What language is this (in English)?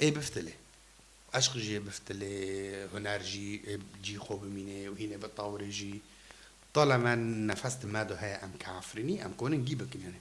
Kurdish